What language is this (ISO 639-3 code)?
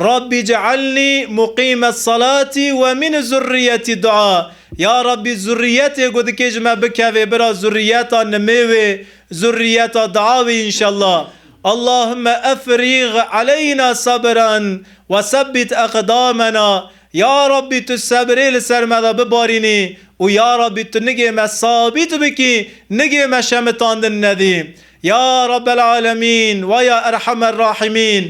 kur